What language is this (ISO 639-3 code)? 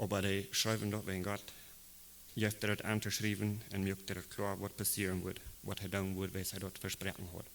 pdt